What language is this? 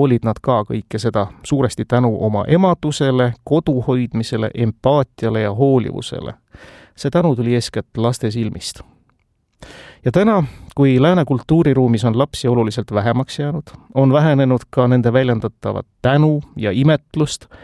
Estonian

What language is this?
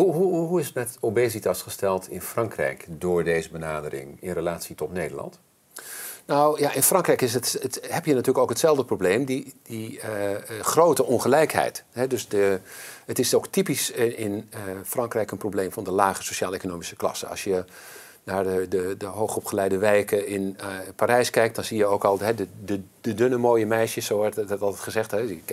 Dutch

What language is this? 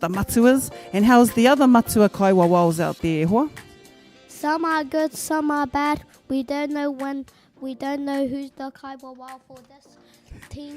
Māori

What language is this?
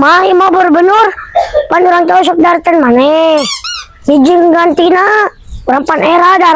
Sundanese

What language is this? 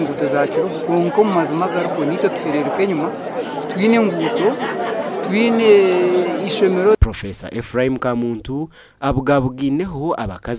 Nyankole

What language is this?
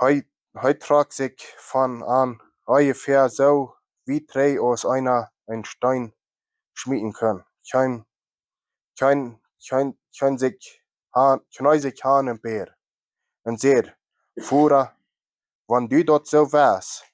Plautdietsch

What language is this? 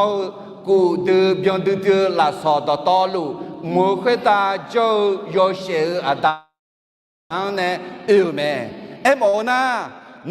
Akha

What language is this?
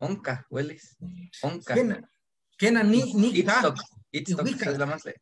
Eastern Huasteca Nahuatl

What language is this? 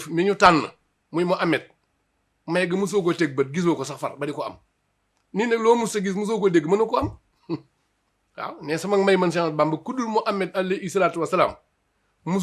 Wolof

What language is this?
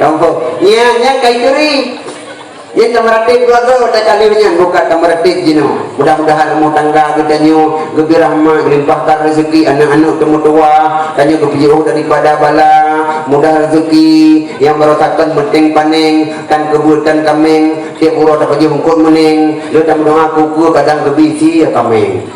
Achinese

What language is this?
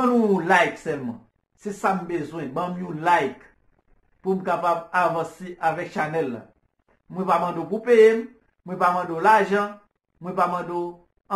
Haitian Creole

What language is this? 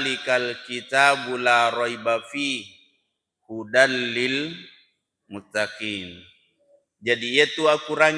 Buginese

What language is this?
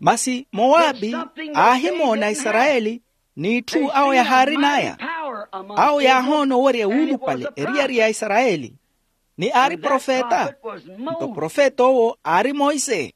Makhuwa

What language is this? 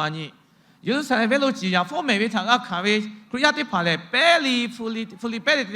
Lahu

